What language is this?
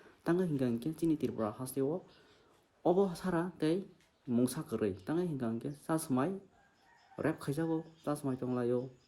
Kok Borok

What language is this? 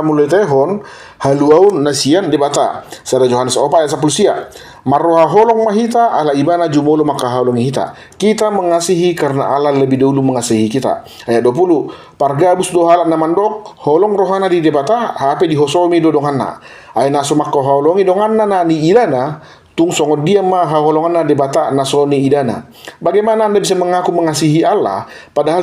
Batak Toba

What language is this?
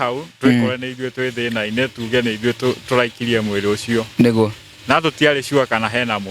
Kikuyu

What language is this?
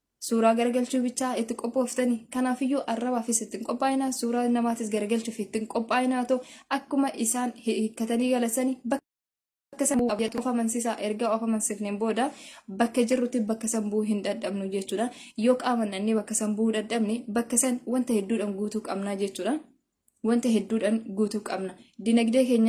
Oromo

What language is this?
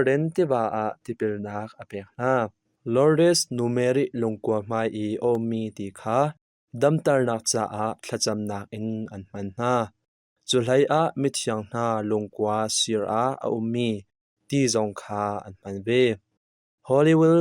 Hakha Chin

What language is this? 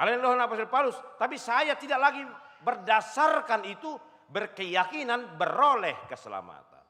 Batak Toba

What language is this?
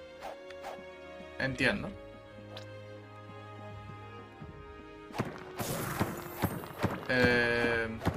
Spanish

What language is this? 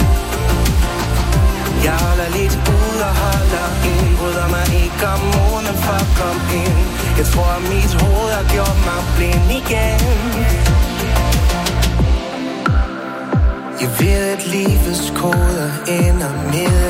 Danish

